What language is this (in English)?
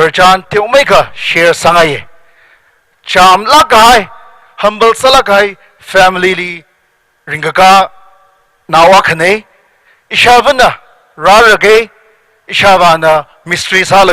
Tangkhul Naga (India)